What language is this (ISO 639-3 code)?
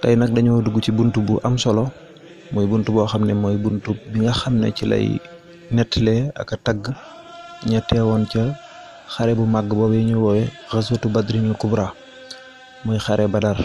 wol